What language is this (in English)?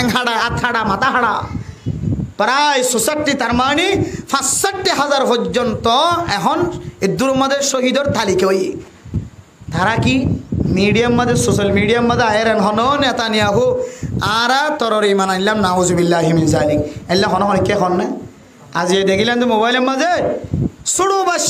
Rohingya